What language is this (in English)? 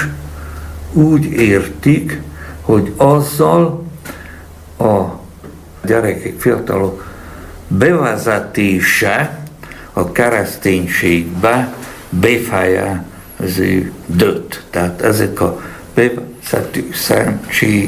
Hungarian